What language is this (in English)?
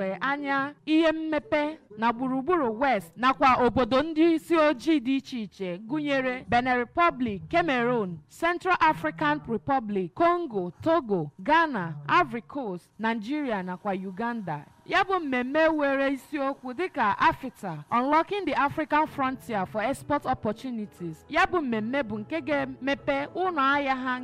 Igbo